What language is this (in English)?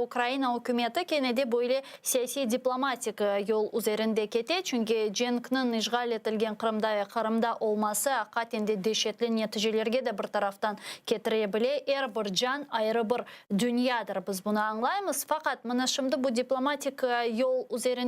Crimean Tatar